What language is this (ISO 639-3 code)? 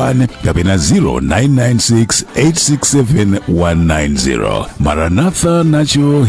nya